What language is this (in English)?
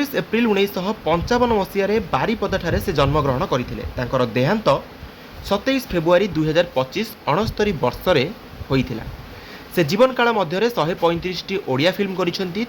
Odia